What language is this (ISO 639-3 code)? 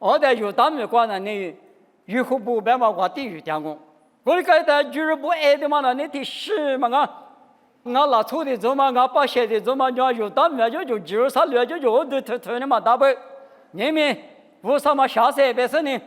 lis